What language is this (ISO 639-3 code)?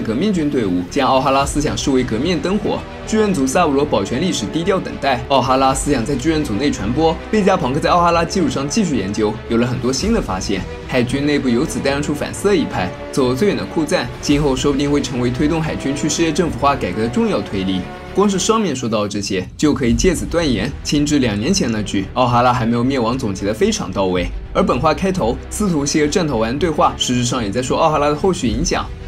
zho